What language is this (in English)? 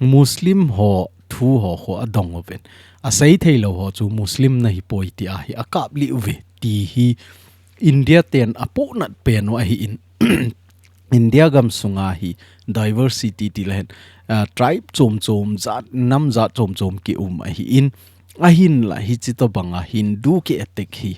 Thado Chin